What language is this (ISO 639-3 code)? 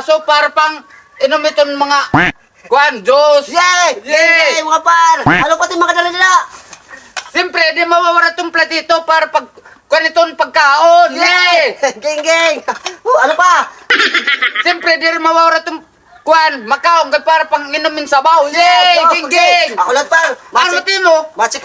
war